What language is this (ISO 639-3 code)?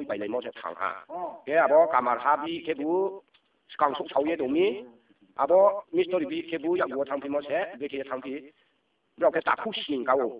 ria